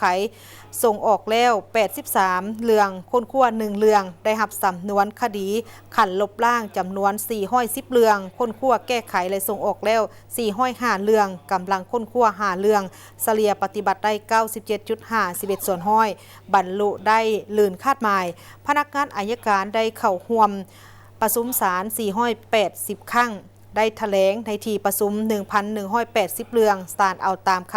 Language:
Lao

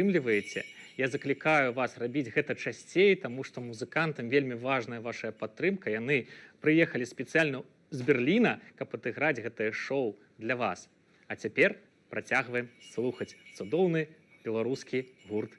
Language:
Belarusian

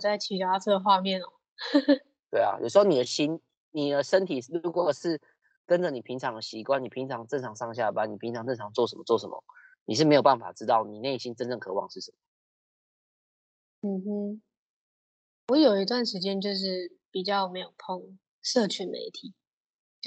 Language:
Chinese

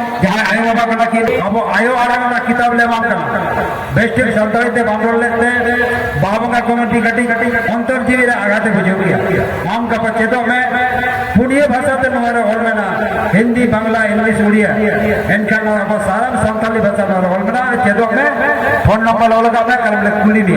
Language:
Santali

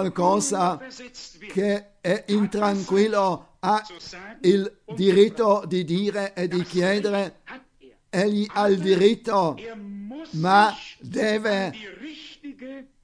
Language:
Italian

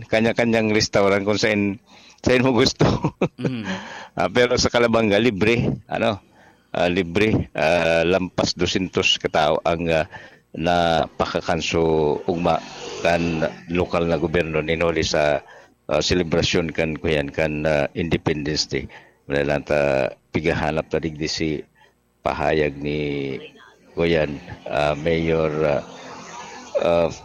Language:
Bikol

